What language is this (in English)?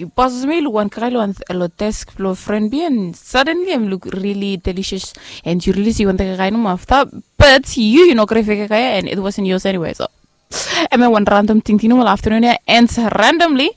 Bislama